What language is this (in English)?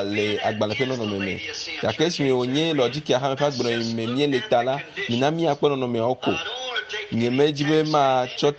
Ewe